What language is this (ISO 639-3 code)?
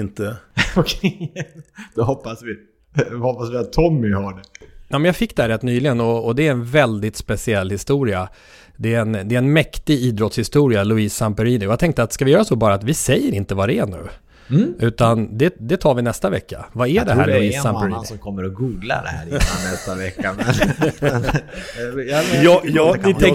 swe